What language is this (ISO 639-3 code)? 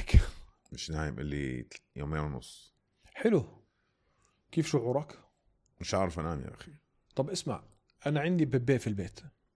apc